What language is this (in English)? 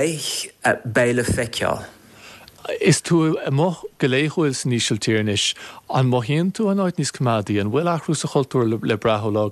Irish